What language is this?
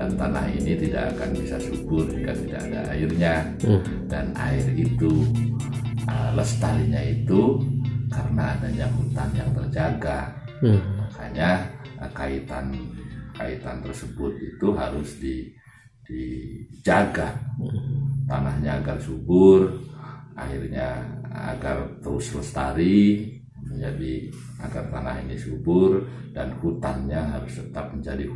Indonesian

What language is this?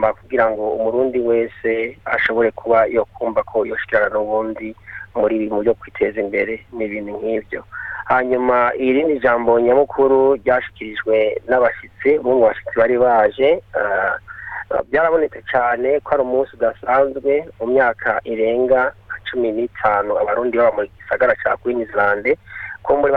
Rundi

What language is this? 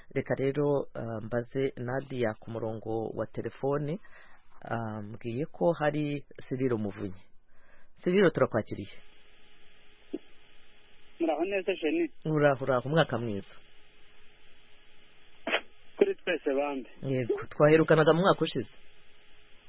Kinyarwanda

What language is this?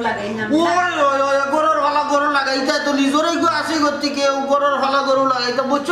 Sylheti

